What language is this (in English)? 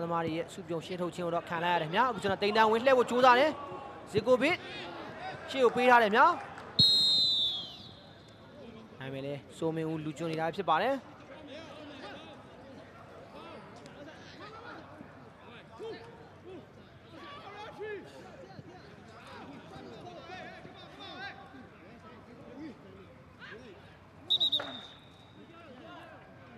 Burmese